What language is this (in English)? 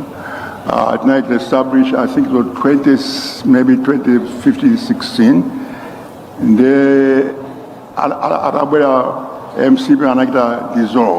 Nyanja